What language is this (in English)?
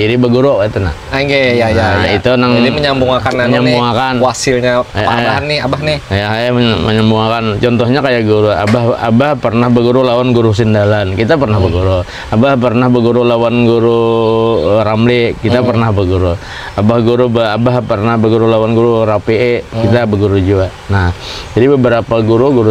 Banjar